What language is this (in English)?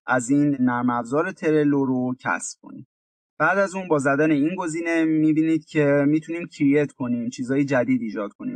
Persian